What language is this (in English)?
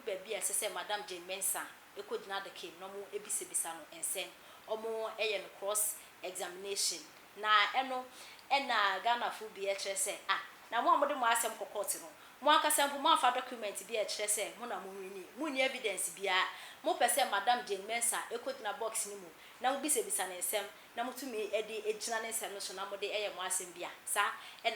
Akan